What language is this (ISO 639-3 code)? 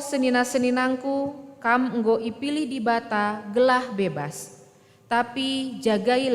btx